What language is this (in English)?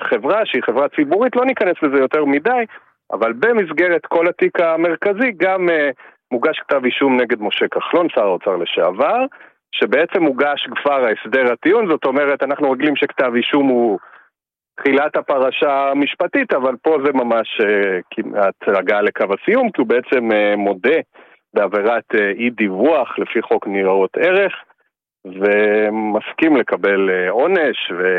Hebrew